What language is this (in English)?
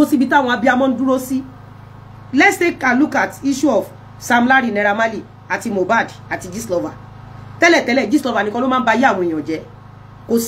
Yoruba